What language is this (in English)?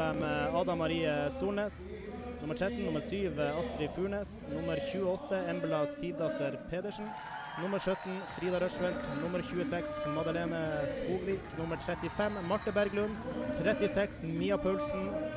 Norwegian